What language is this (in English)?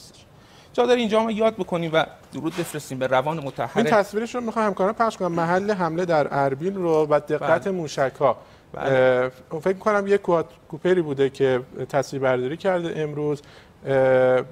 Persian